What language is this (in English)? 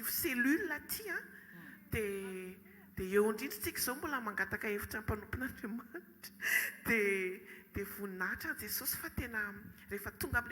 Malagasy